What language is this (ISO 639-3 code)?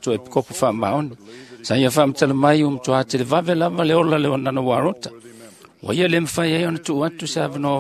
smo